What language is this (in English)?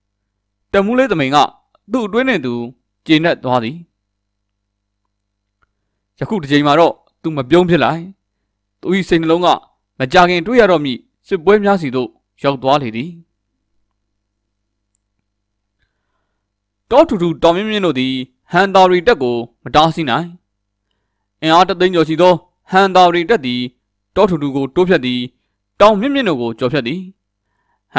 Burmese